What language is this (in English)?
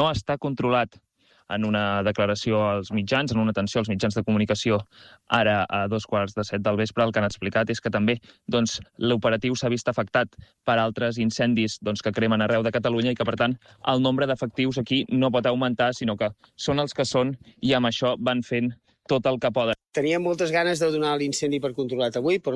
Catalan